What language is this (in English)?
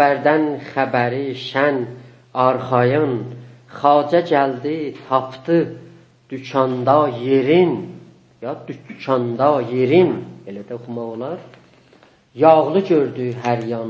South Azerbaijani